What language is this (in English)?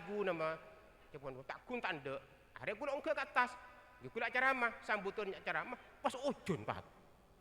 Madurese